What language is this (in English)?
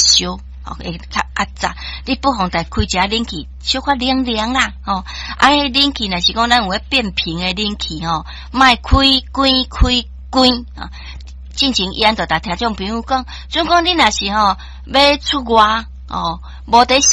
Min Nan Chinese